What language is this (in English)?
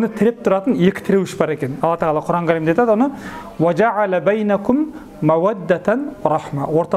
Kazakh